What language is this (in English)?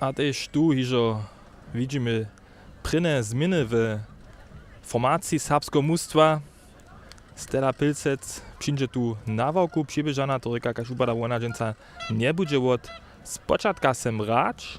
Upper Sorbian